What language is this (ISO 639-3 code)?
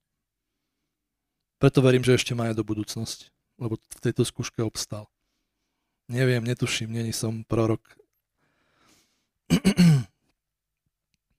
slk